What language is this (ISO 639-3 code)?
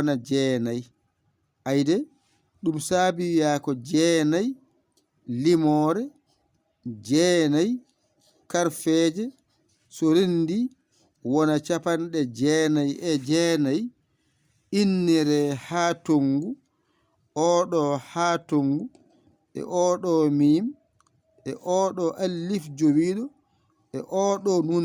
ful